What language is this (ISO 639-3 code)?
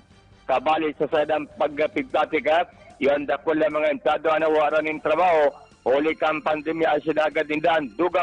bik